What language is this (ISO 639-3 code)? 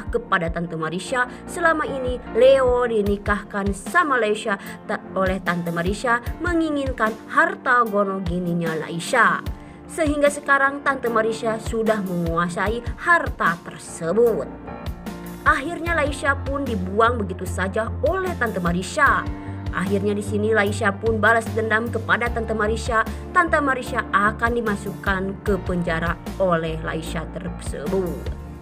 ind